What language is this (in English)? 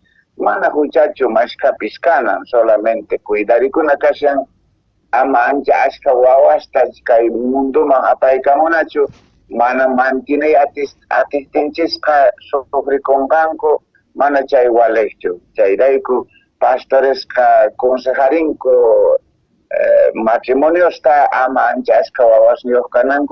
Quechua